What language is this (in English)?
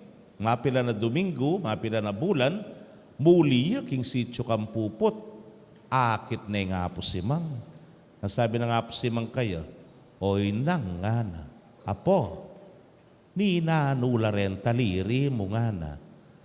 Pampanga